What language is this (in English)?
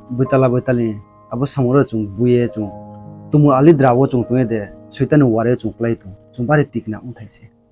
Riang (India)